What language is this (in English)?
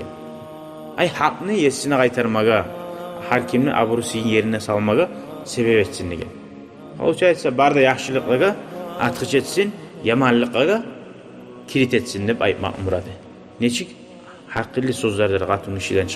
Kumyk